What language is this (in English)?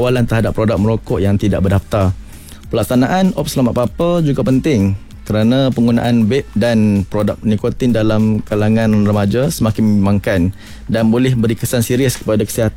Malay